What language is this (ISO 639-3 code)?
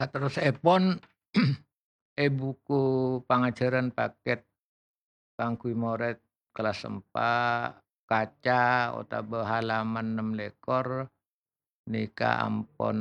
mad